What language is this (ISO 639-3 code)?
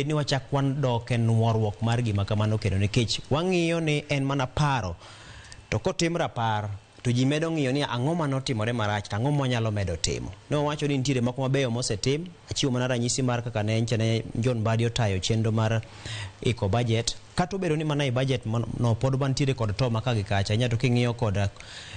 luo